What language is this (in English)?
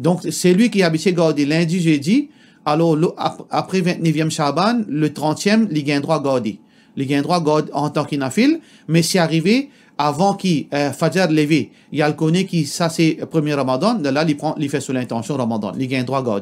Morisyen